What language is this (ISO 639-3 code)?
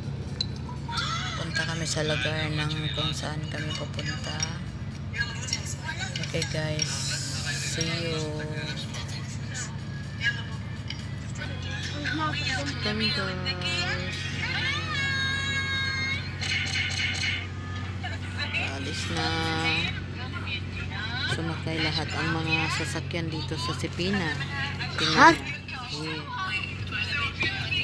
fil